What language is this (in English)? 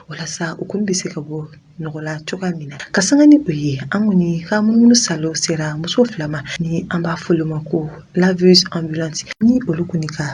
Bambara